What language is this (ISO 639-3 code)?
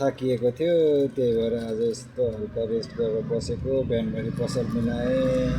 nep